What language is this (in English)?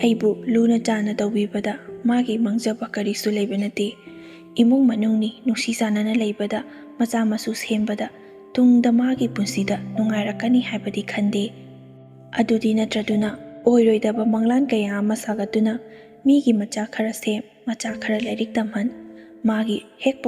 Manipuri